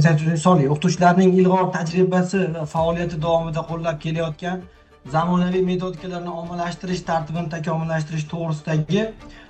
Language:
Uzbek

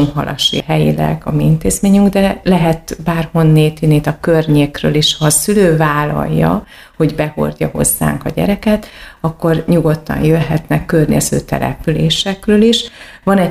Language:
Hungarian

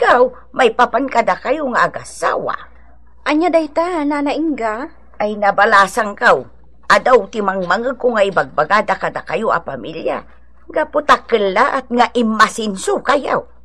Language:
Iloko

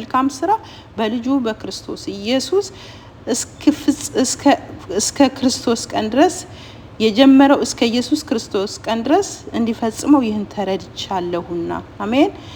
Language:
Amharic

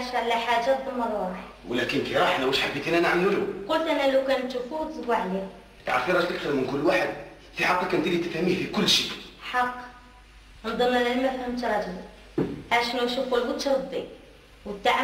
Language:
Algerian Arabic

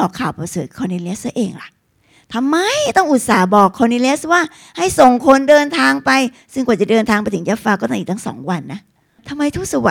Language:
Thai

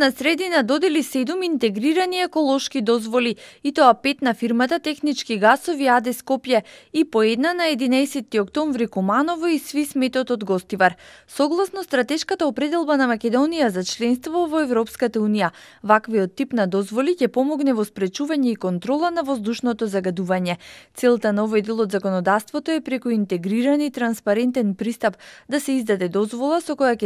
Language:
Macedonian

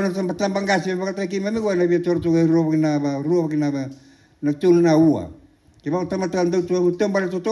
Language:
Fijian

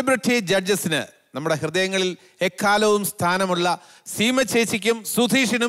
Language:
Malayalam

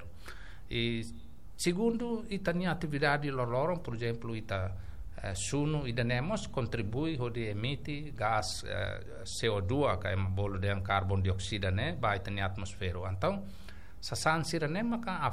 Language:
Tetum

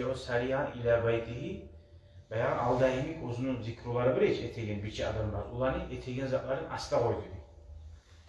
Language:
Kumyk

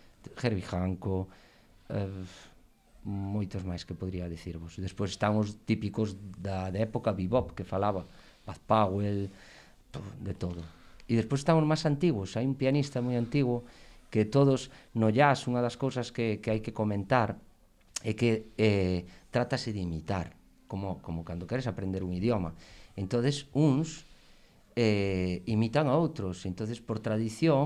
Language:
Galician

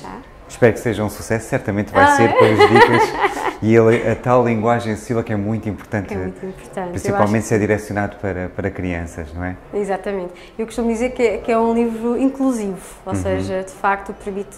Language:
Portuguese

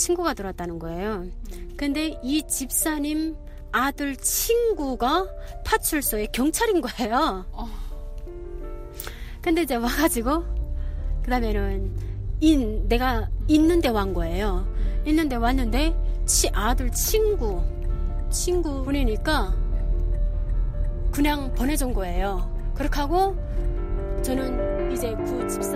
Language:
Korean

